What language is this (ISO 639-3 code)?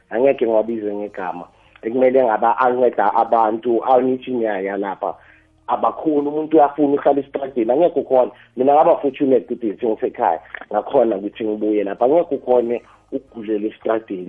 nbl